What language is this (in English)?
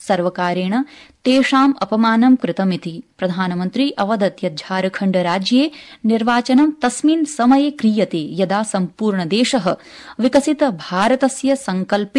Sanskrit